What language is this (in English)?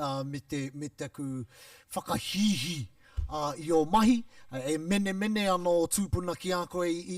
Māori